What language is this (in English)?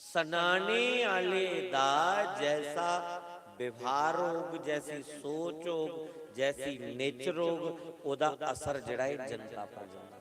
Dogri